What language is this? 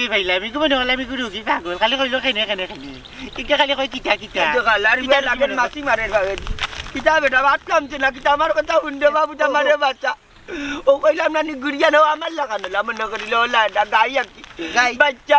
Sylheti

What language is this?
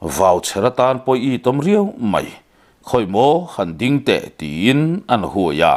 Mizo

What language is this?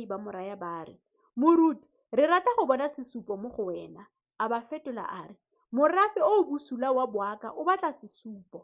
Tswana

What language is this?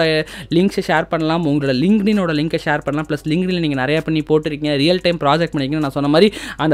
Tamil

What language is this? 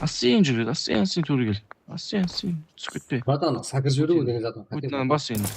Kara-Kalpak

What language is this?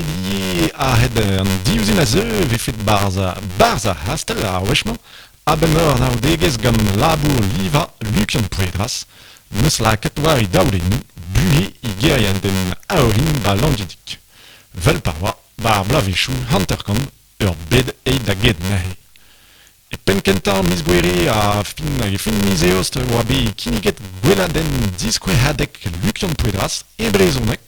Breton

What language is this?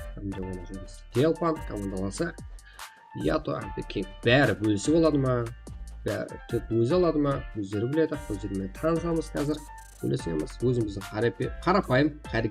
Kara-Kalpak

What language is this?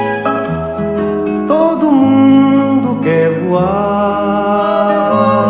Portuguese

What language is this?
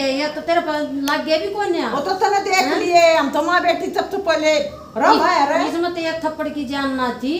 Haryanvi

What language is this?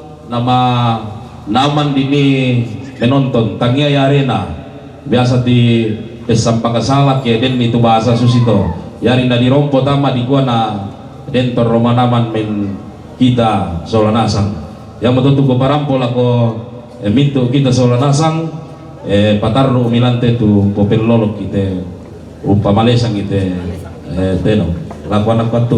Toraja-Sa'dan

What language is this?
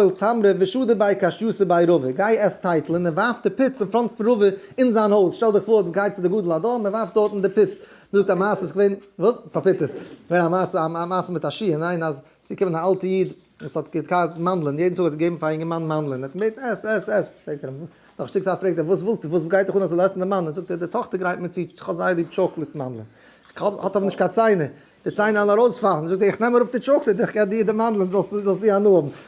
Yiddish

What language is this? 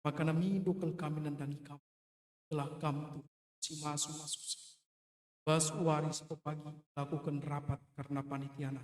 Batak Karo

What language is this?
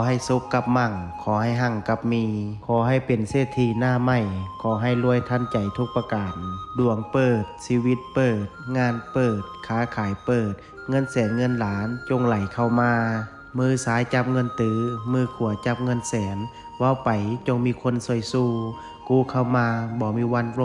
Northeastern Thai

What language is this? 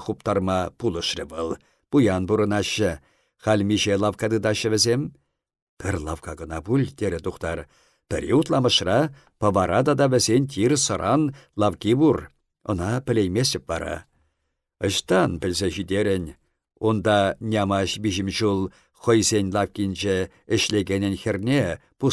Chuvash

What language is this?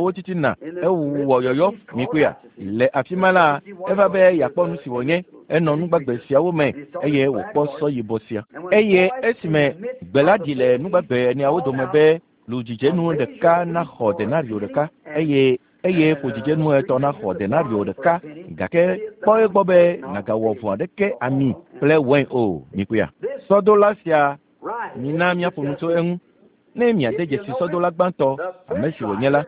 Ewe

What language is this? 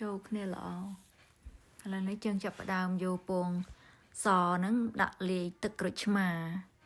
Khmer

